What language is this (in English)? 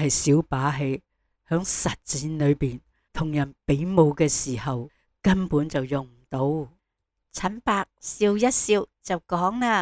Cantonese